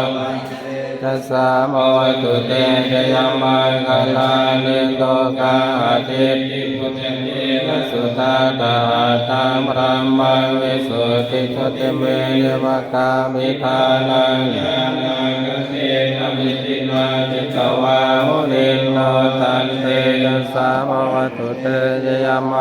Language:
Pali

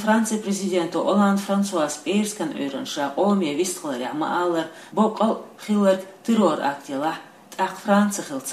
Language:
Chechen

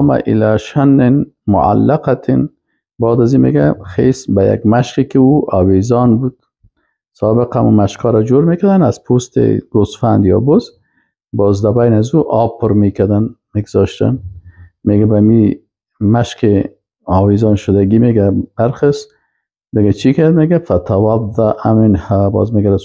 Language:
Persian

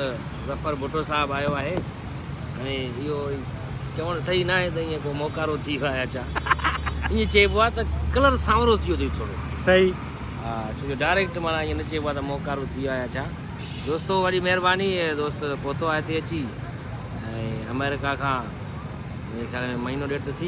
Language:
Sindhi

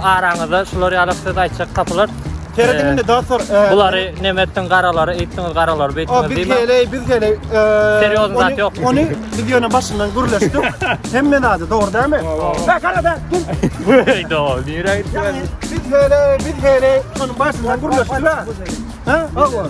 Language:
Turkmen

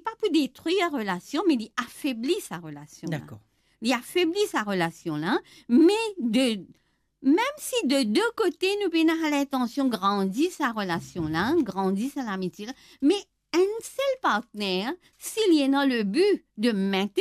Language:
Morisyen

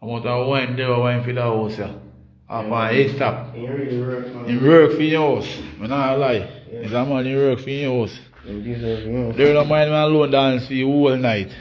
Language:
Jamaican Creole English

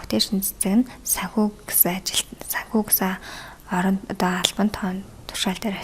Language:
Mongolian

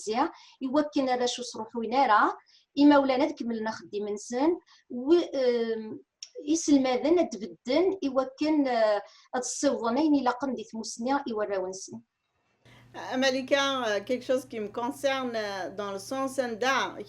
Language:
Kabyle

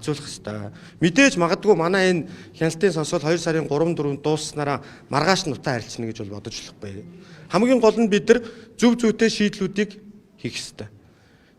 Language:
Mongolian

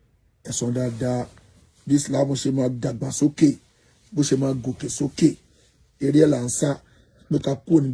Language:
Yoruba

